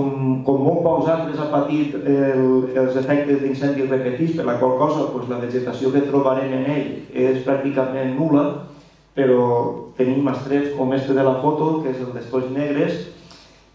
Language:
Catalan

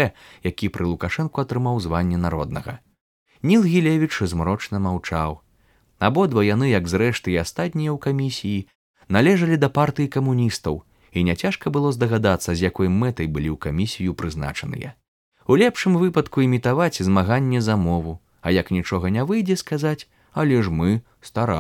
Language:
Belarusian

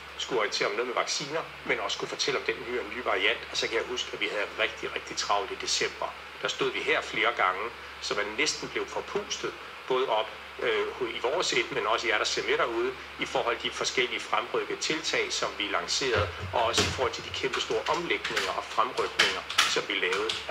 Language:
Danish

